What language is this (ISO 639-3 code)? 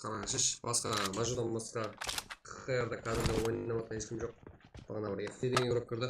kaa